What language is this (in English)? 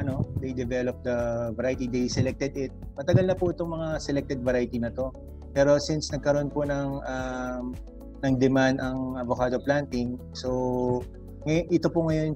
Filipino